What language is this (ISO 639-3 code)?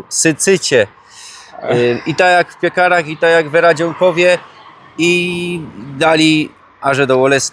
szl